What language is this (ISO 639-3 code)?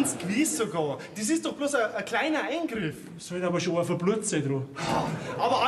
bar